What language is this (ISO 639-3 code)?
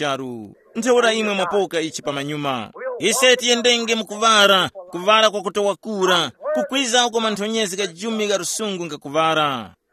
tum